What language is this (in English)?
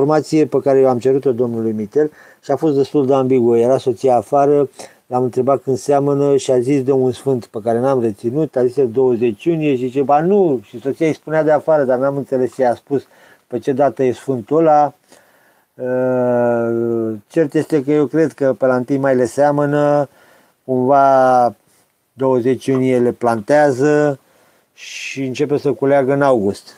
Romanian